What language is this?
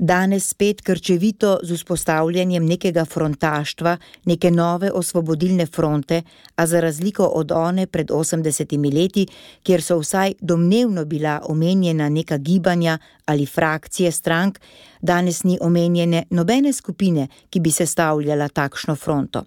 Slovenian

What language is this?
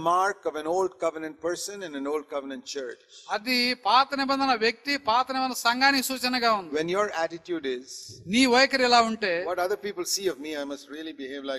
Telugu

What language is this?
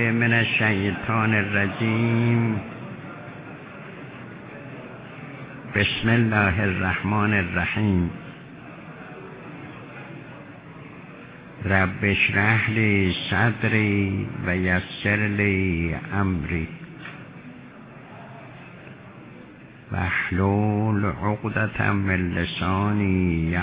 Persian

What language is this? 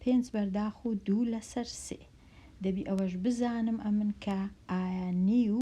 Central Kurdish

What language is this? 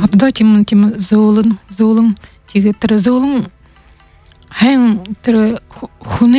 Buriat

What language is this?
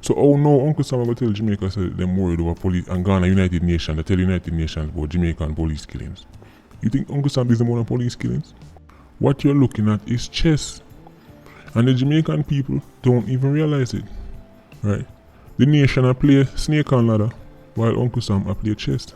Jamaican Creole English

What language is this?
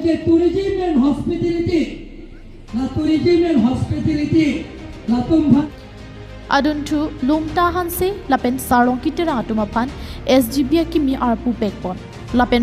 Karbi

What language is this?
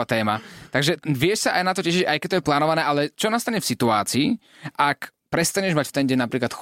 Slovak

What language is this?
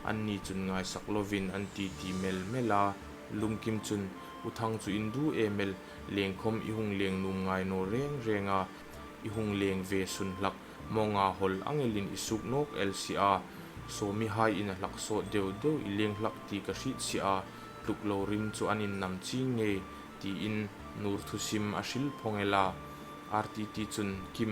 Hmar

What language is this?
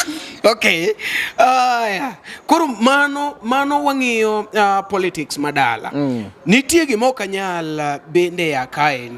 Luo (Kenya and Tanzania)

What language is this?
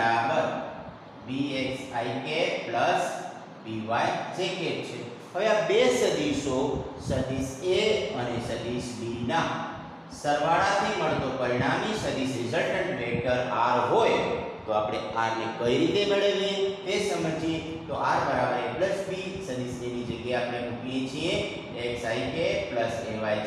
Gujarati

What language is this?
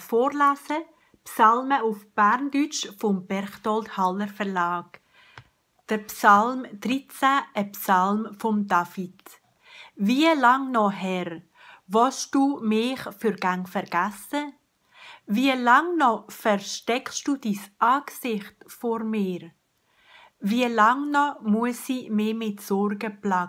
Swiss German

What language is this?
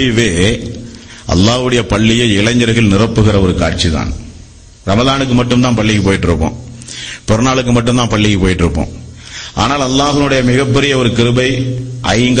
Tamil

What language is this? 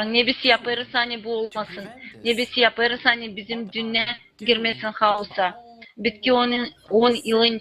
Gagauz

